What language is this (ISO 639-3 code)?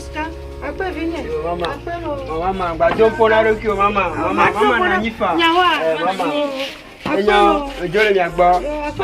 ewe